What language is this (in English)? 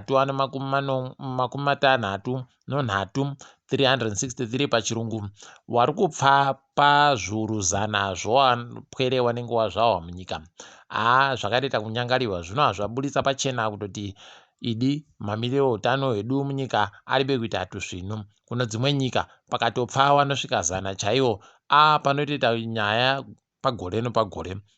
Ndau